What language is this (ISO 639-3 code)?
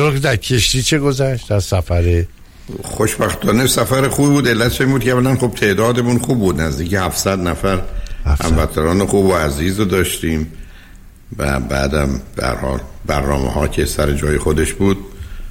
fas